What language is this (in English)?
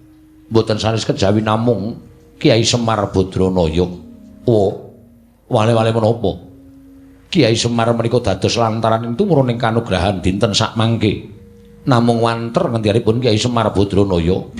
Javanese